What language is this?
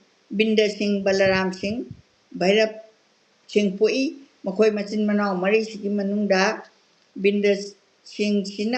Manipuri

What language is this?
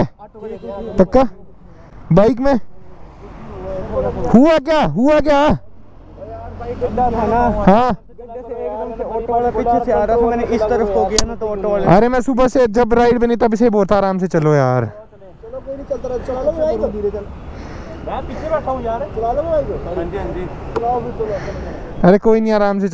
Hindi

